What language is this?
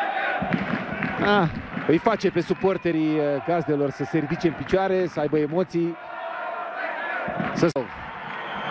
Romanian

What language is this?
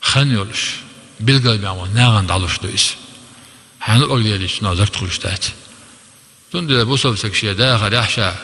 Chechen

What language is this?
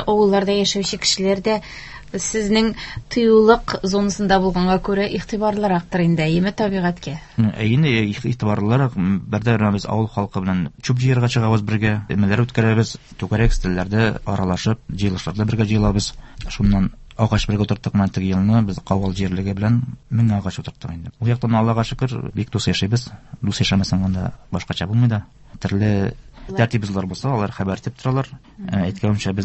Tatar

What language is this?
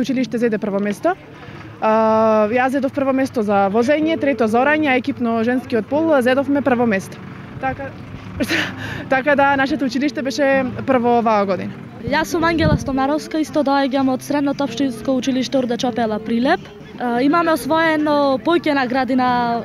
Macedonian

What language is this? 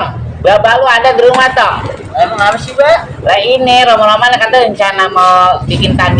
Betawi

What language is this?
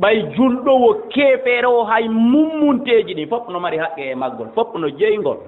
Fula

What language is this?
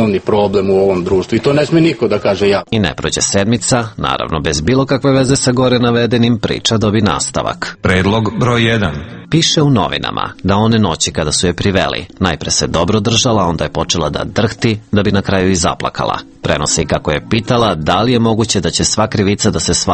Serbian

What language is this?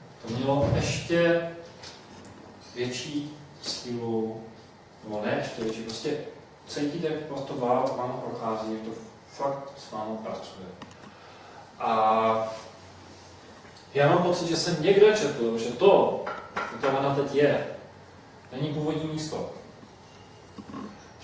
Czech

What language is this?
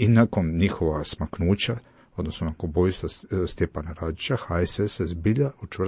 Croatian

